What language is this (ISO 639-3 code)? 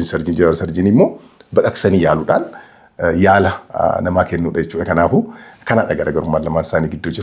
orm